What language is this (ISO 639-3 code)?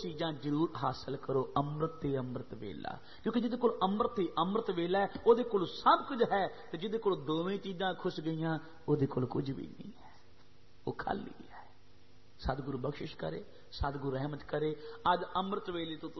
pan